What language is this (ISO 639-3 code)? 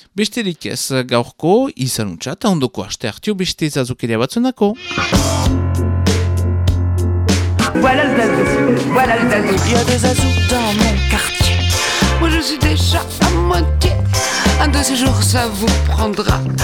eus